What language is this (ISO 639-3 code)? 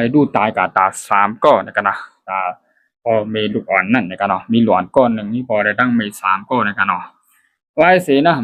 shn